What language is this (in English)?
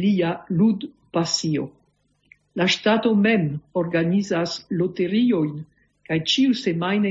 Esperanto